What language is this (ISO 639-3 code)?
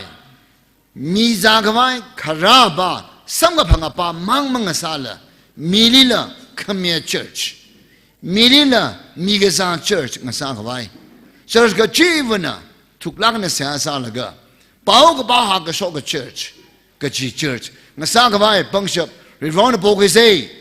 nmf